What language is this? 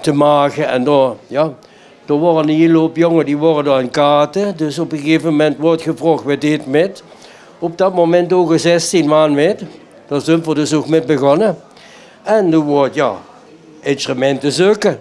Limburgish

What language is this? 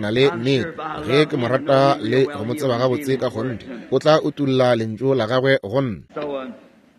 Northern Sotho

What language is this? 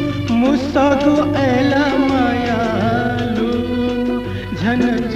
Newari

